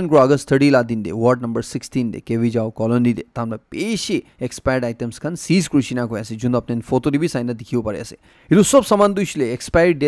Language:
Naga Pidgin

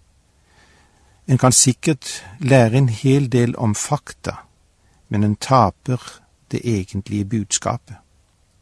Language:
Norwegian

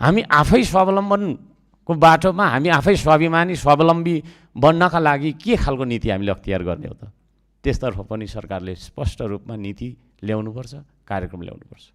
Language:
Nepali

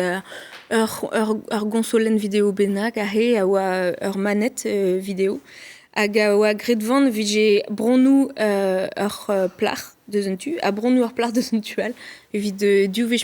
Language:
Breton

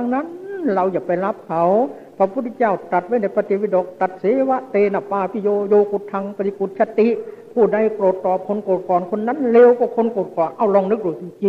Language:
Thai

